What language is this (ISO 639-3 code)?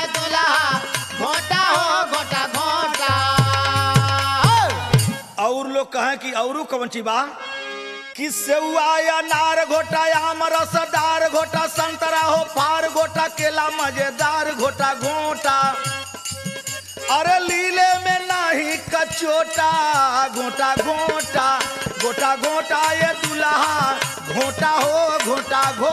bho